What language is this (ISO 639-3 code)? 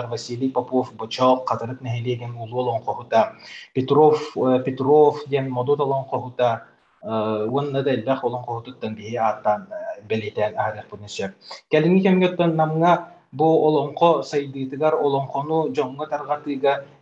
sah